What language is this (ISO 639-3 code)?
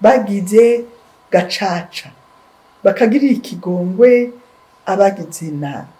run